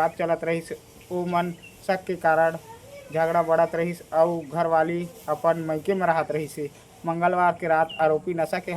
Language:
Chhattisgarhi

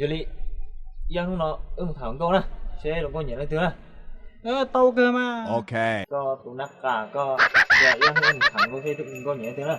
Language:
Hmong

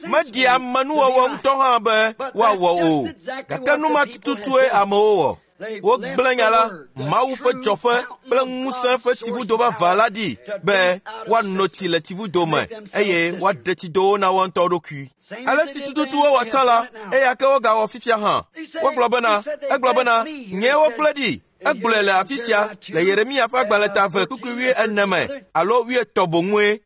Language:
Ewe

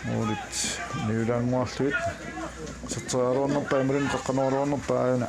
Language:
Kalaallisut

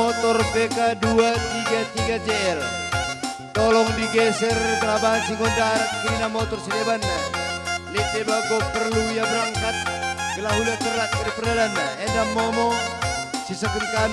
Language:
Batak Karo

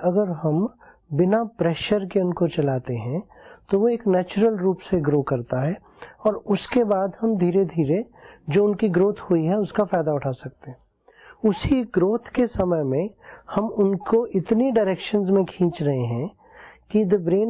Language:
Hindi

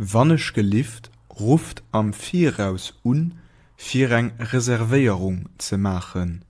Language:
Luxembourgish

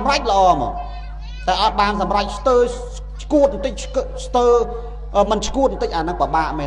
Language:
Khmer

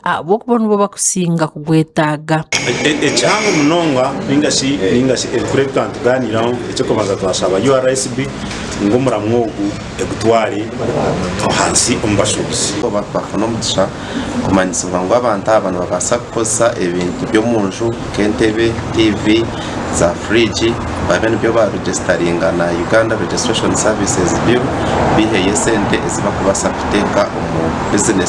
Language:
Nyankole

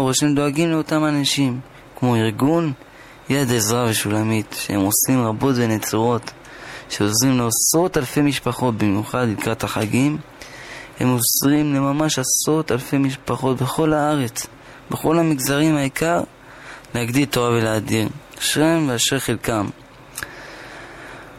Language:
Hebrew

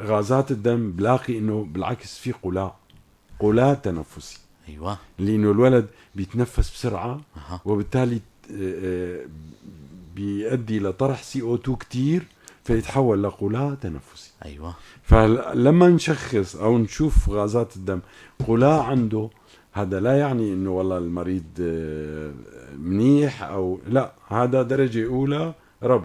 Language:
North Levantine Arabic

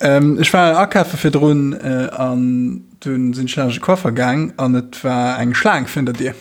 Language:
Luxembourgish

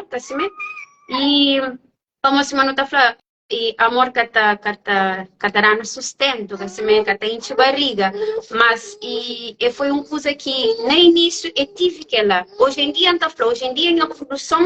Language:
Kabuverdianu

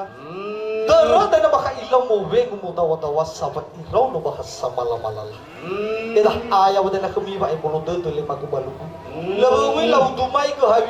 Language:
Nias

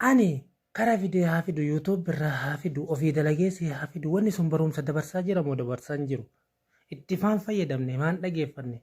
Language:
Oromo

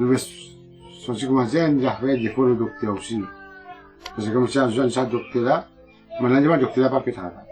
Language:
Morisyen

